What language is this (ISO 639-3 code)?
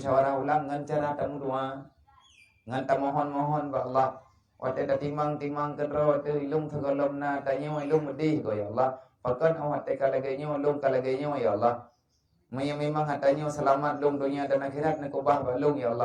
ace